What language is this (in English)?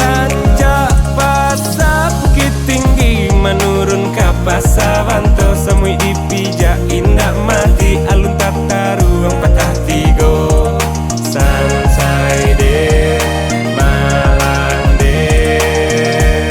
Minangkabau